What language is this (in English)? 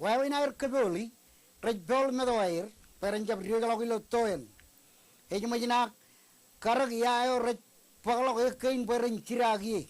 Marshallese